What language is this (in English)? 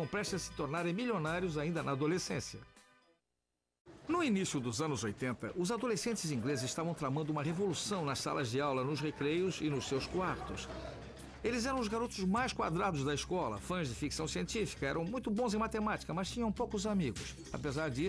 Portuguese